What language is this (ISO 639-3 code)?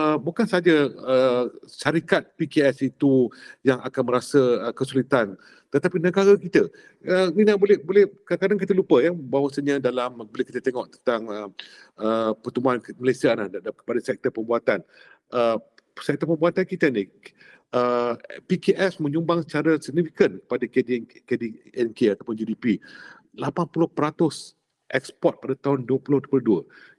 msa